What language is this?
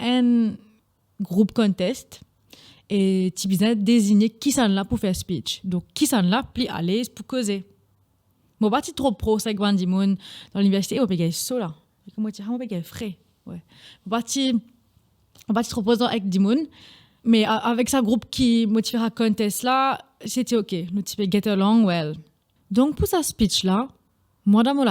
Morisyen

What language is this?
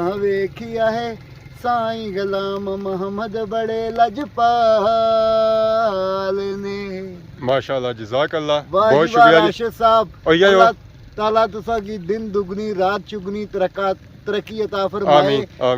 Pahari-Potwari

